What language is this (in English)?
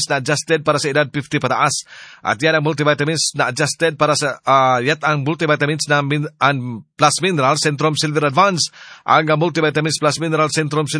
Filipino